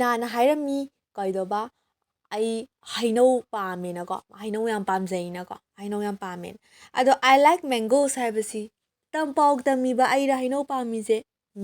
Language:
Manipuri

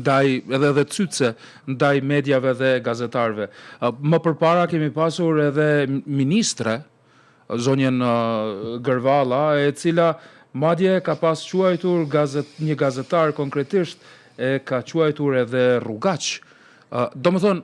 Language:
Albanian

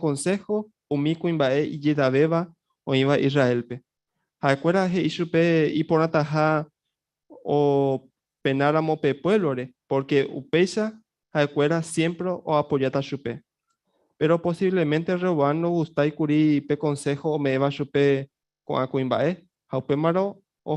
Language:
Guarani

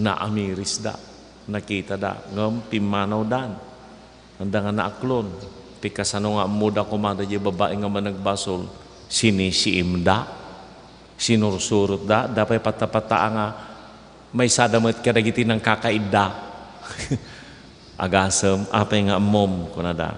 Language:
Iloko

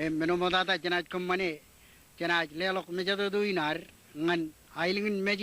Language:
Marshallese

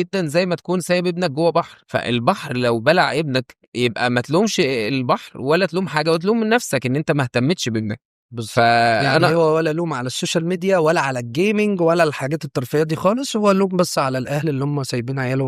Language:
Egyptian Arabic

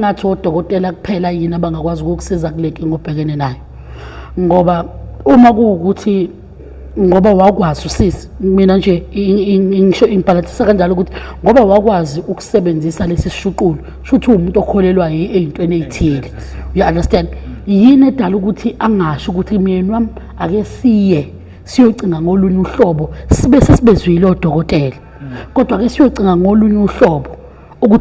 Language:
Zulu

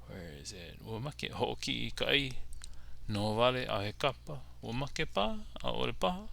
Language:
Hawaiian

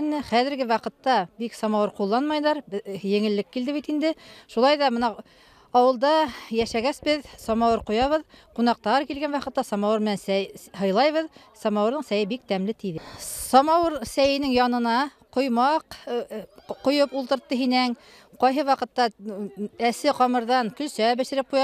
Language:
Bashkir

